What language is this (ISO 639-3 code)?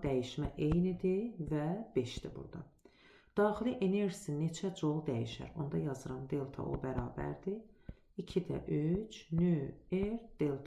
aze